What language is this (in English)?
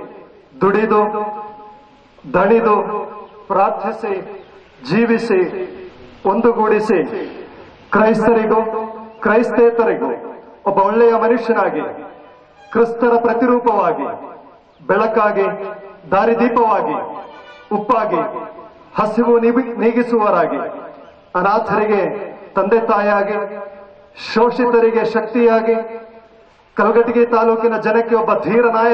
Kannada